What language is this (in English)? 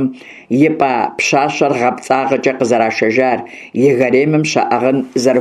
Kabardian